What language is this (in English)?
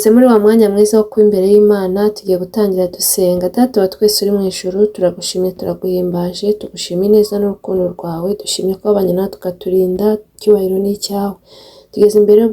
Kinyarwanda